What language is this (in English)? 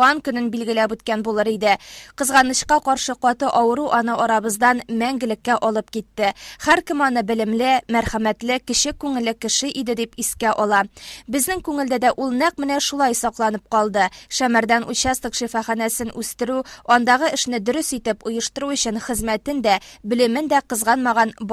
Tatar